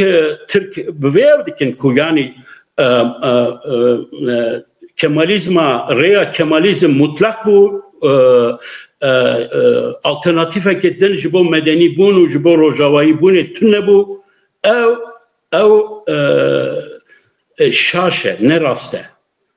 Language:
Kurdish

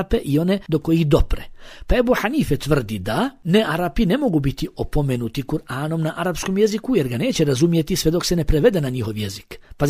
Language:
Bosnian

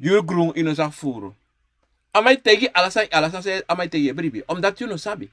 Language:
Sranan Tongo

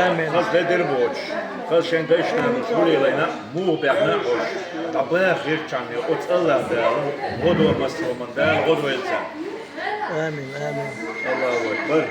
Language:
Chechen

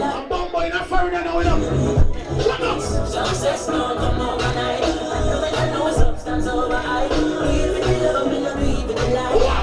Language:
Jamaican Creole English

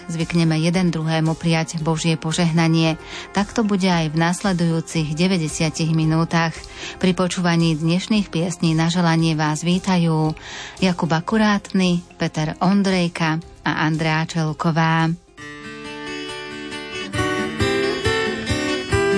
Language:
Slovak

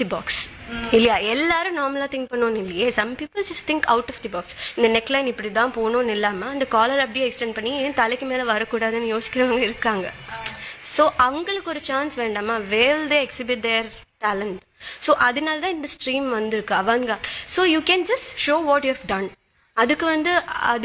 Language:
Tamil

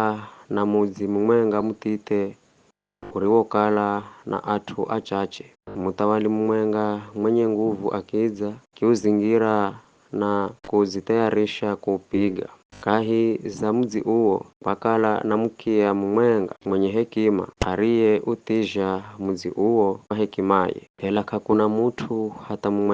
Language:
Giryama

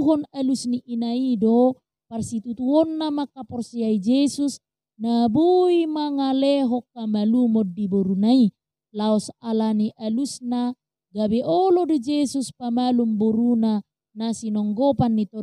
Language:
Batak Toba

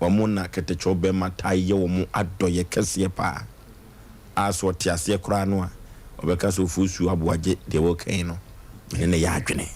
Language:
Akan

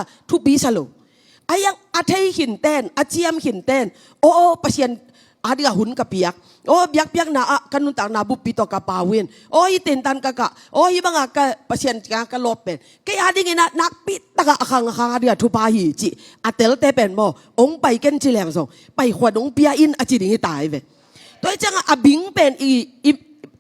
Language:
Tedim Chin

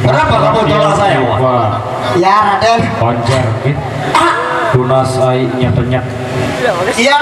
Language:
Sasak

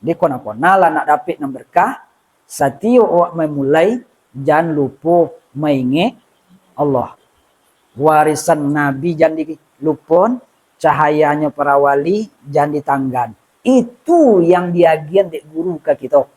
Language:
Minangkabau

